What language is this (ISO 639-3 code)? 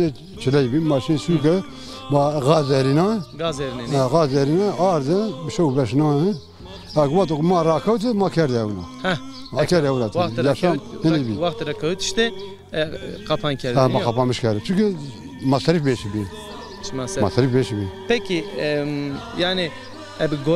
zza